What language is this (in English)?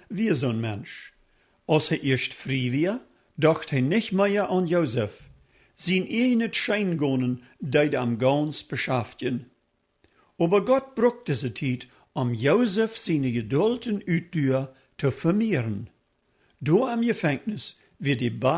Plautdietsch